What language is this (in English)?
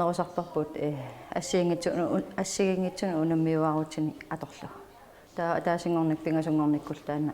Kalaallisut